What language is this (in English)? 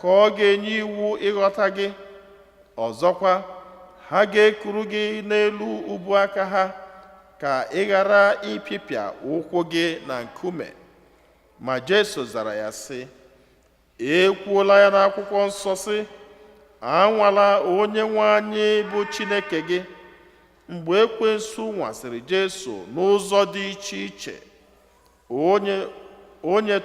Igbo